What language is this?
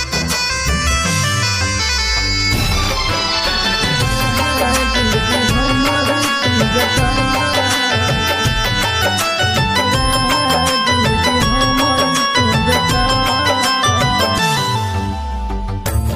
Bhojpuri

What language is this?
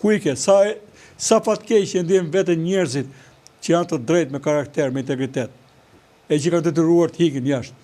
Albanian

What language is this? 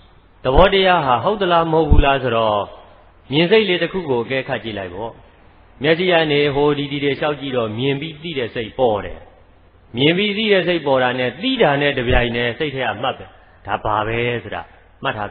Burmese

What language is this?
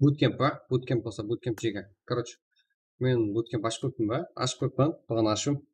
Kara-Kalpak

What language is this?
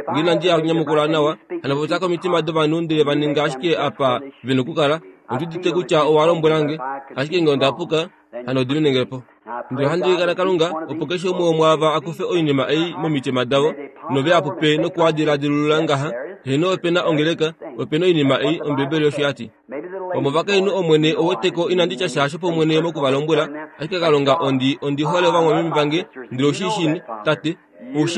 Kuanyama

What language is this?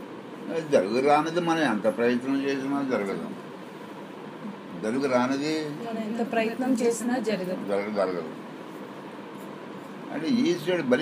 Telugu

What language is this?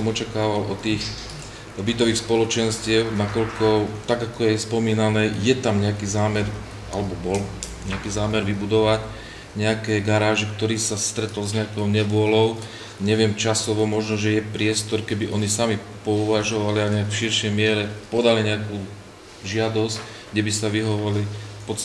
Slovak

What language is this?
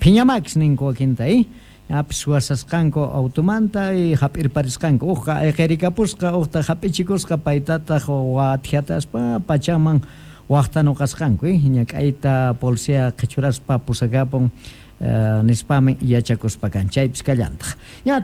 South Bolivian Quechua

